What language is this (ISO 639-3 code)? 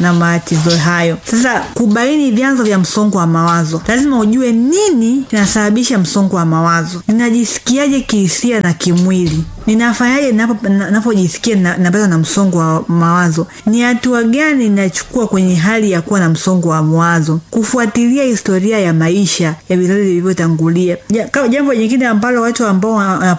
swa